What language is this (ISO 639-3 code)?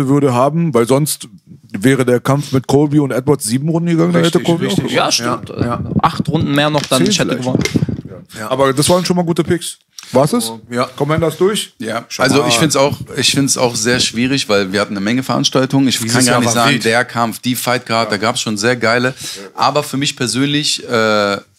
deu